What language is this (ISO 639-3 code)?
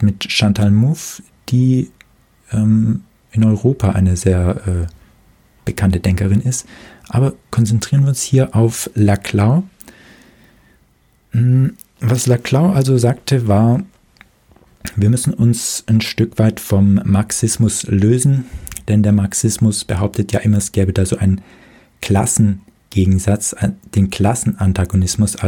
deu